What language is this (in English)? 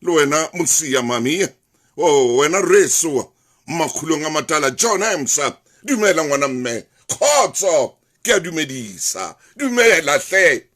Southern Sotho